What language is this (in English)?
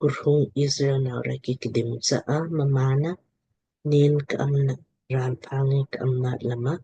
Lamkang